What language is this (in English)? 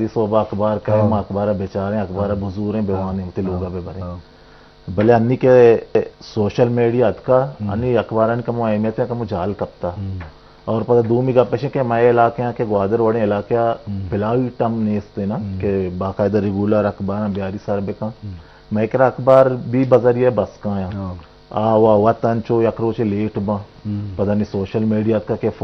Eastern Balochi